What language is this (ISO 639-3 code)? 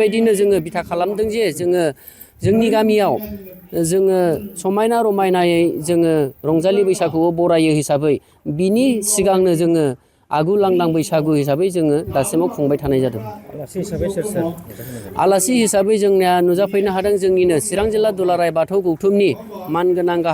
brx